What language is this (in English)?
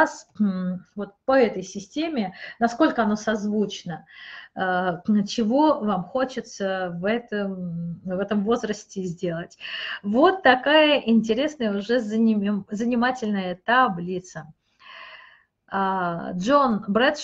Russian